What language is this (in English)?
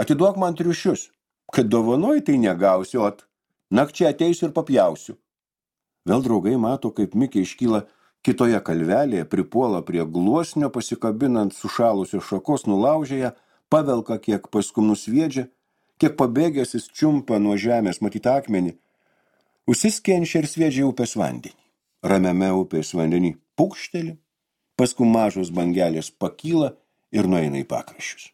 Lithuanian